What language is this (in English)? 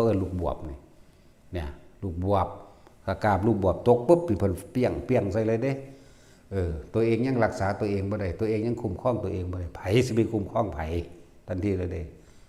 Northeastern Thai